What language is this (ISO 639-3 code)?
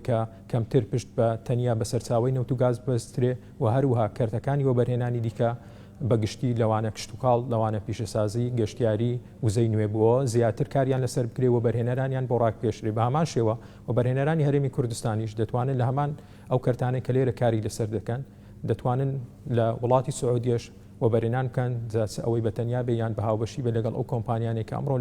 ckb